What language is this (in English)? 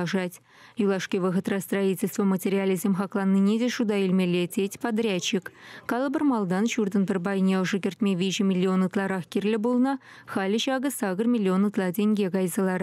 Chuvash